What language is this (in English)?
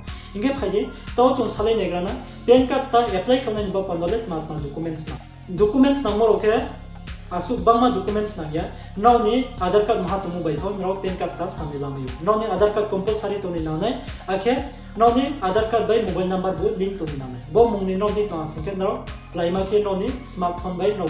Riang (India)